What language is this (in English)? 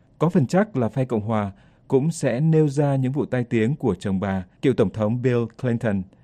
Vietnamese